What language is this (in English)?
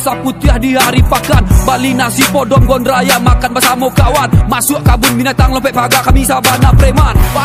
Minangkabau